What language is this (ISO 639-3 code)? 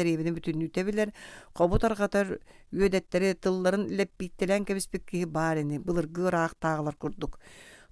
sah